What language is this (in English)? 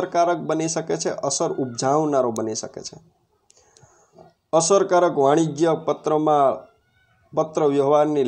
Gujarati